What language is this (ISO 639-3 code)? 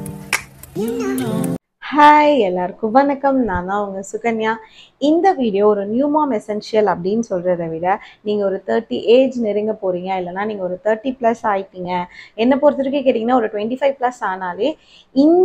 tam